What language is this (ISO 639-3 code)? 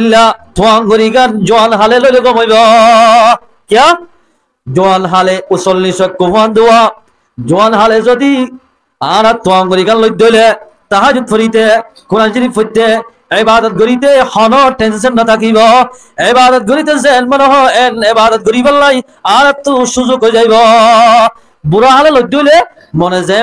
rhg